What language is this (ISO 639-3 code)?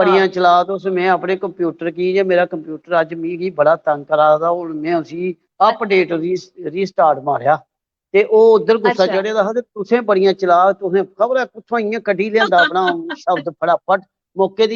doi